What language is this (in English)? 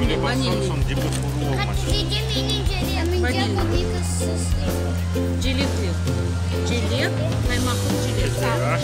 Crimean Tatar